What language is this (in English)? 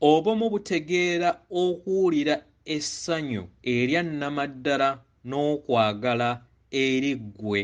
Ganda